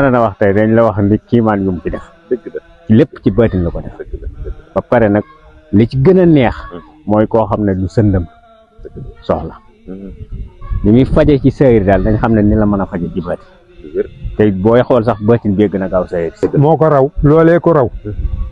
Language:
Wolof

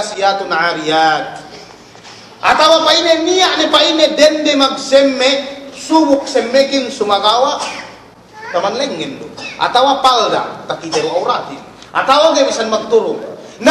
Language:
Yakan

